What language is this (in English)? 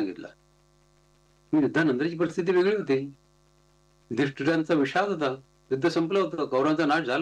Marathi